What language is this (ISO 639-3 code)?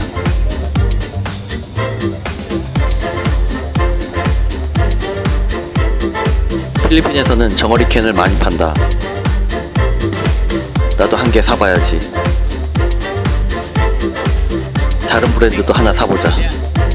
kor